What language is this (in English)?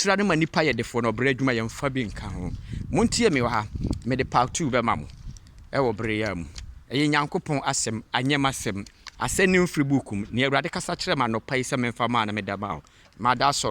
Akan